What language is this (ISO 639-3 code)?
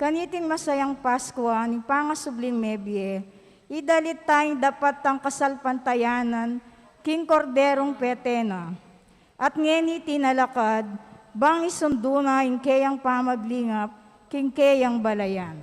pam